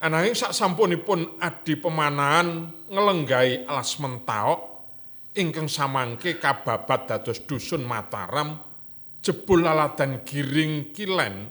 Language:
Javanese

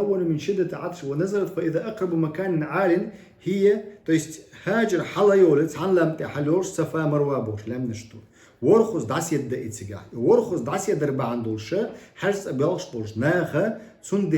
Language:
Chechen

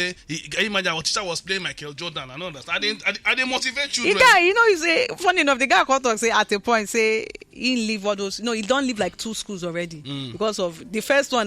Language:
Nigerian Pidgin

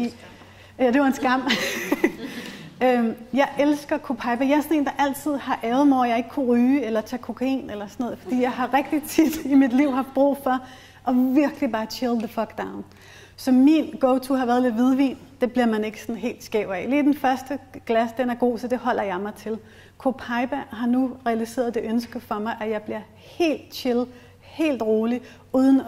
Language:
Danish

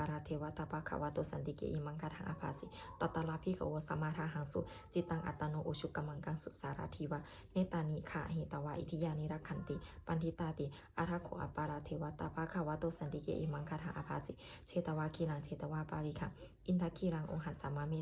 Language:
Pali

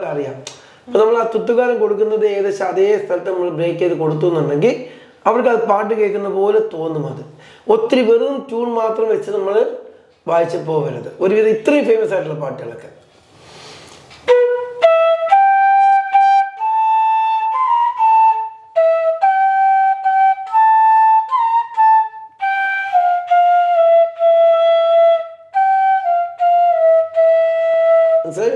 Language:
Malayalam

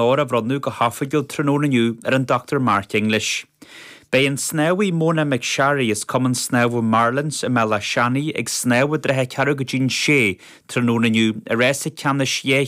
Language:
Irish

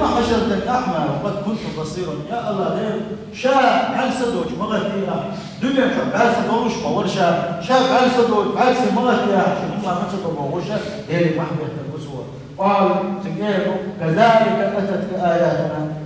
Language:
Chechen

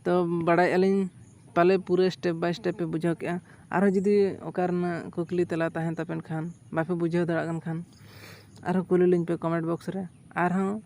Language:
Santali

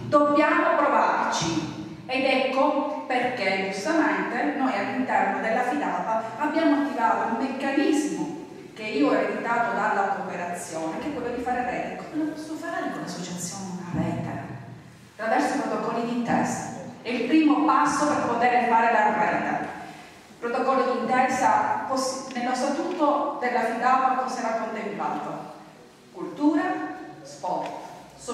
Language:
Italian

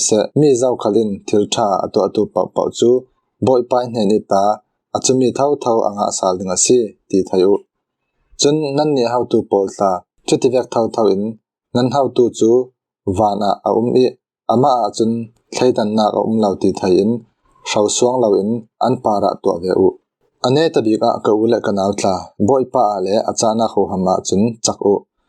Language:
Falam Chin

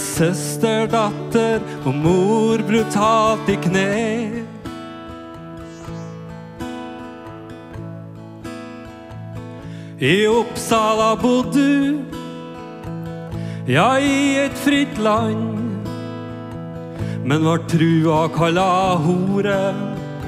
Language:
Norwegian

